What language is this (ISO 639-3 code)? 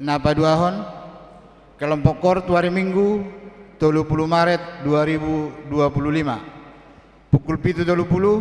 bbc